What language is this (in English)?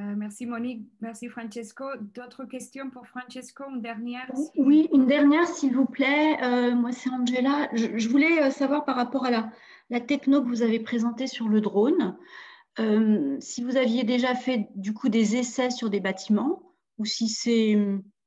French